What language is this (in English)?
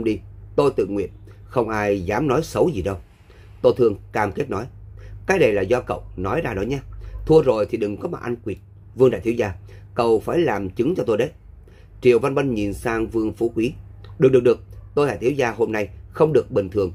Vietnamese